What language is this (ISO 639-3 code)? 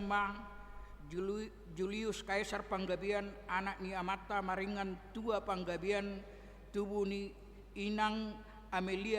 bbc